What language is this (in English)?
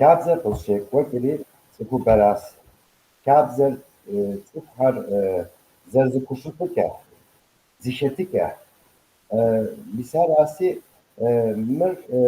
Kabardian